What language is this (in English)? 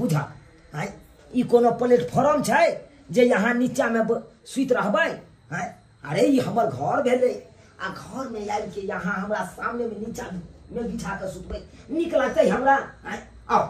Maithili